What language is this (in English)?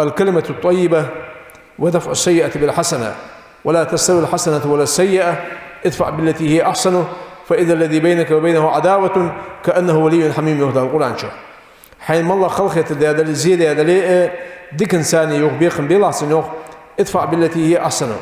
Ingush